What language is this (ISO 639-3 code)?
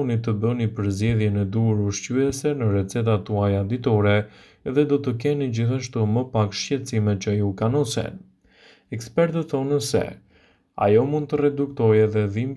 sqi